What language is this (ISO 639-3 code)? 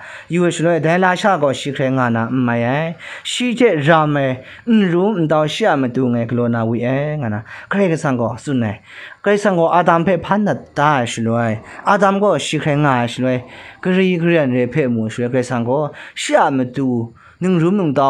kac